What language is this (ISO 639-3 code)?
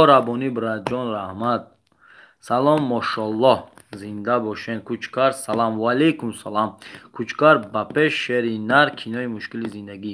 tgk